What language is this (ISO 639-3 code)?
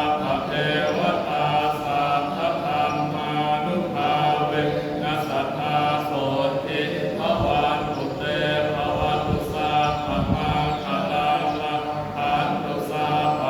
pli